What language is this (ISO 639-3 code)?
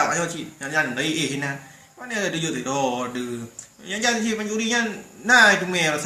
ace